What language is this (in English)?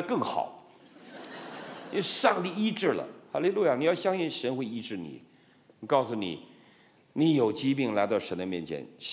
Chinese